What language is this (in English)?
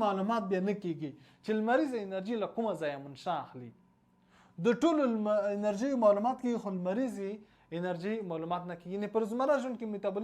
Pashto